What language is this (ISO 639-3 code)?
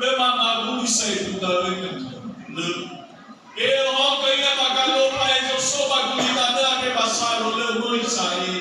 nia